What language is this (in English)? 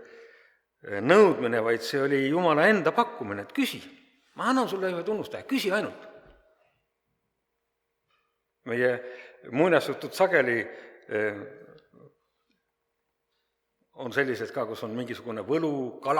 Estonian